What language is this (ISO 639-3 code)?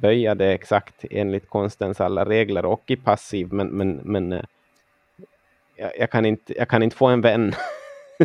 swe